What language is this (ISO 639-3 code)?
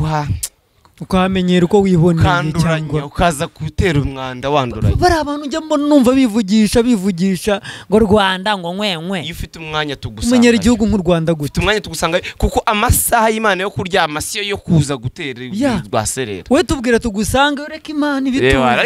kin